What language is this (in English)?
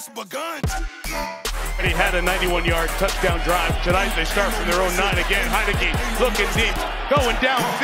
English